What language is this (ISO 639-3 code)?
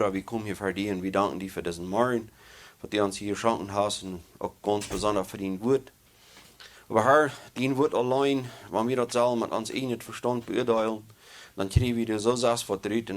pdt